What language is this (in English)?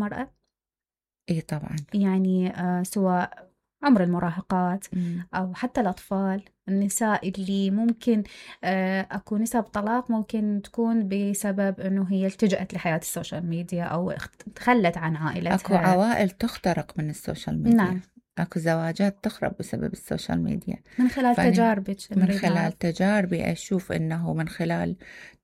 Mesopotamian Arabic